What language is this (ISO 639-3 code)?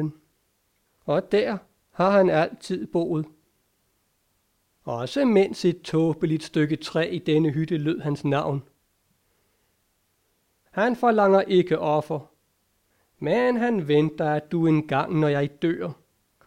dan